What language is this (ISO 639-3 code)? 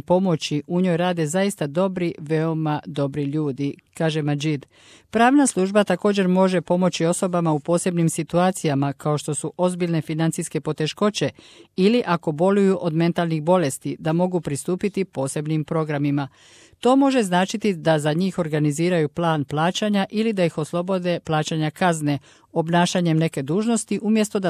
hrv